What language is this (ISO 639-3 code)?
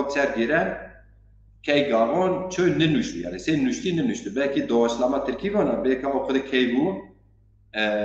zza